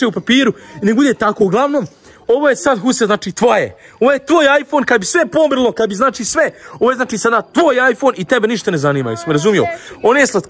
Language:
Croatian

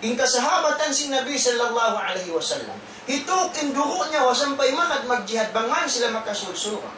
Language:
Tausug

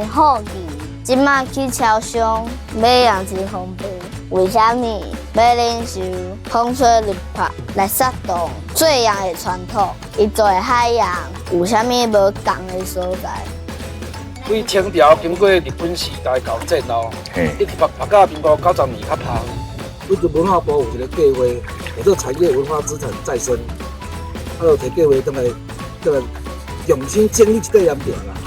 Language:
Min Nan Chinese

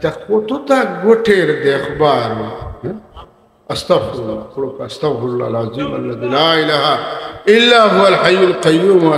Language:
Sylheti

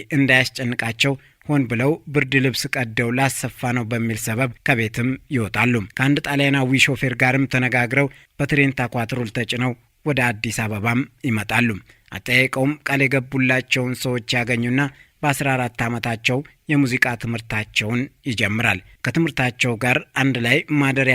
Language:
Amharic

